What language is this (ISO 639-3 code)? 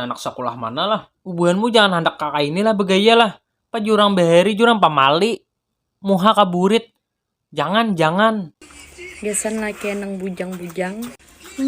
bjn